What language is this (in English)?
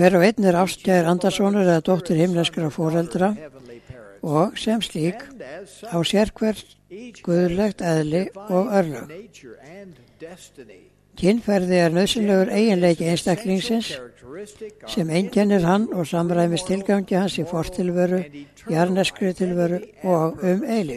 Icelandic